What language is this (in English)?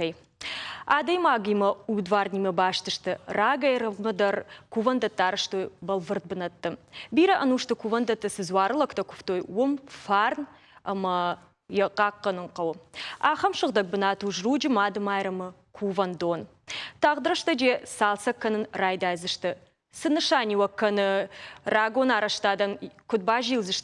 Ossetic